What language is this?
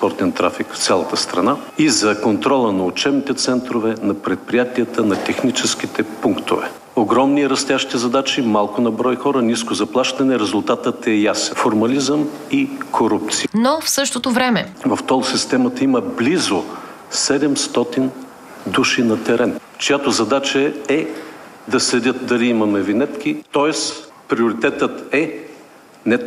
Bulgarian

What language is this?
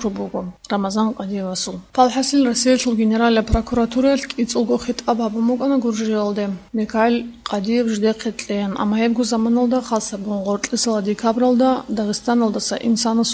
Avaric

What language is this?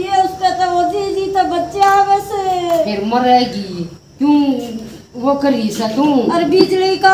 Haryanvi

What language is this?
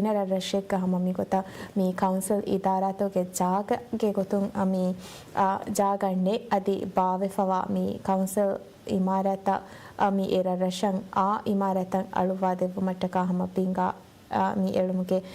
Divehi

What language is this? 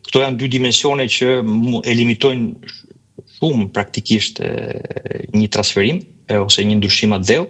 Albanian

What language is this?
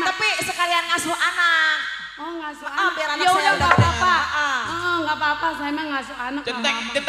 Betawi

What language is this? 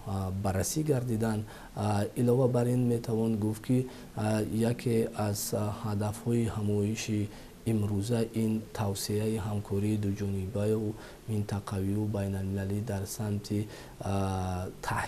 Tajik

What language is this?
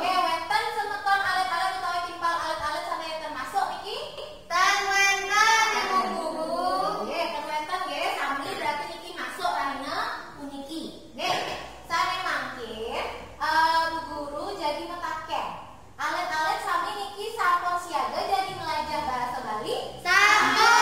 Balinese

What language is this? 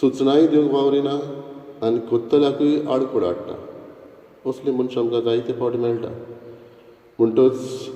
Konkani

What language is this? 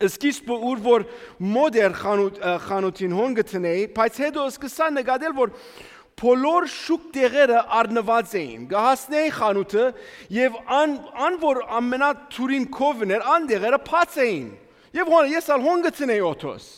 Western Armenian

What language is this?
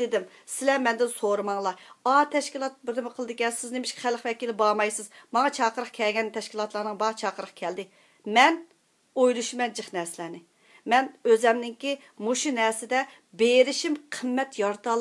Uyghur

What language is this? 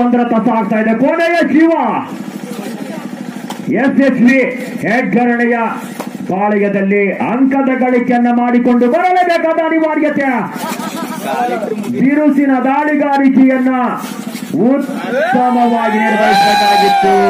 Kannada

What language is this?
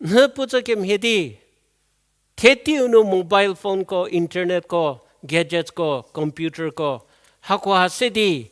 Angami Naga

